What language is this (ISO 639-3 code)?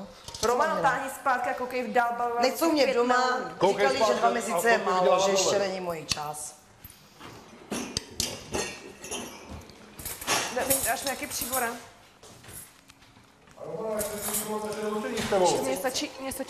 ces